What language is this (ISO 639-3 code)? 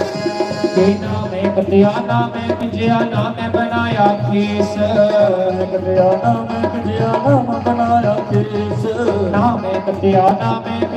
doi